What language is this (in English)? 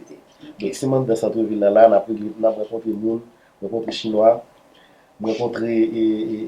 Haitian Creole